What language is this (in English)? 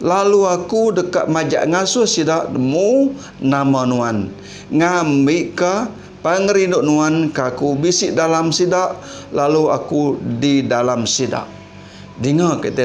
Iban